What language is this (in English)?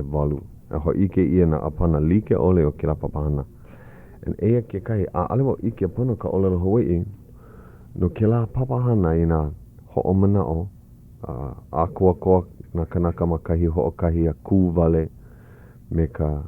Hawaiian